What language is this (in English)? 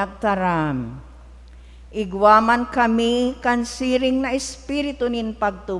Bikol